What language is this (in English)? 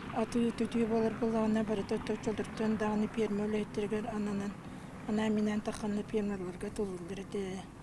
Yakut